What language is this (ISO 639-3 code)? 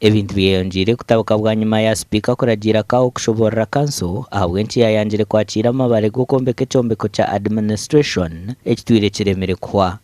nyn